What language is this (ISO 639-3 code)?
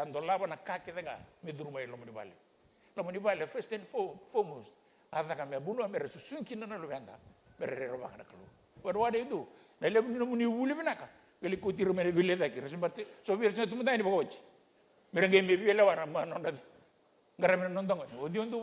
fij